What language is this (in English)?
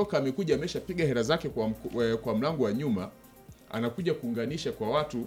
Swahili